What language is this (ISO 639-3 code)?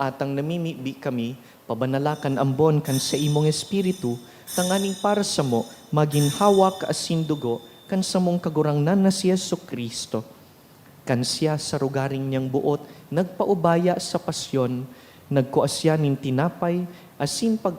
bik